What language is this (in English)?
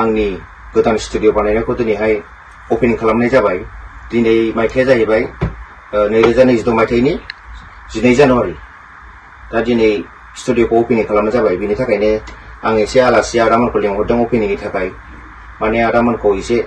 Bodo